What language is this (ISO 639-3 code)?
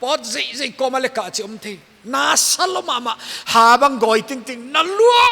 pck